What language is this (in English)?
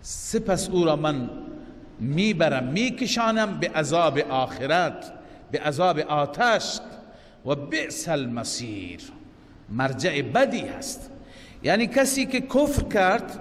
Persian